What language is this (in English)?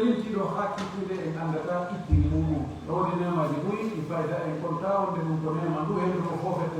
Pular